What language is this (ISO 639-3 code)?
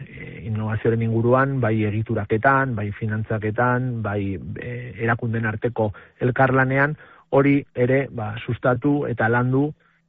eus